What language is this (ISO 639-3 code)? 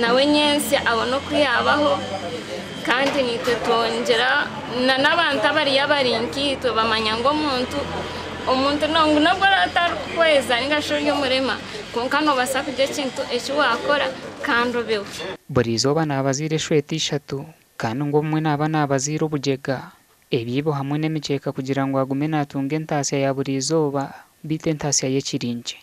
nyn